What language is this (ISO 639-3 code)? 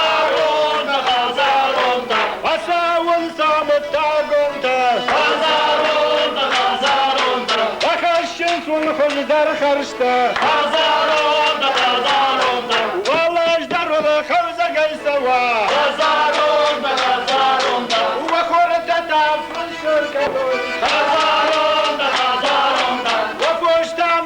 oss